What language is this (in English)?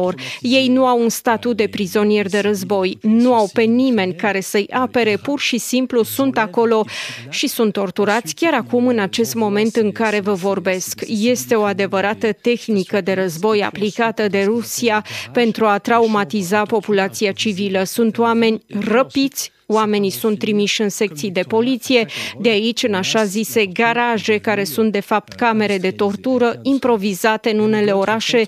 Romanian